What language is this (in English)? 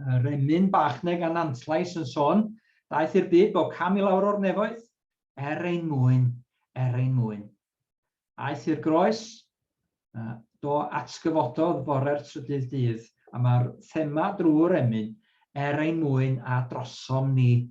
Welsh